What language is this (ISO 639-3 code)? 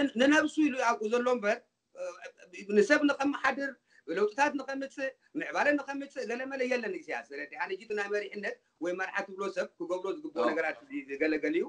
tir